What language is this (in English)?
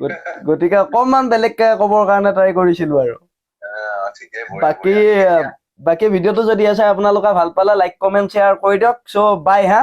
Assamese